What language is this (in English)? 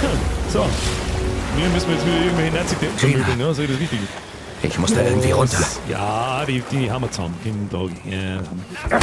Bavarian